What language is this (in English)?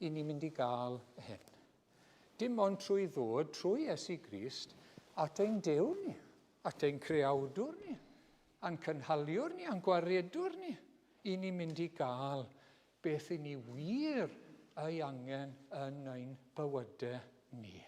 Welsh